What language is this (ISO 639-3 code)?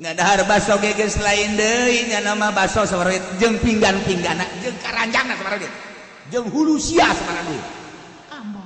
sun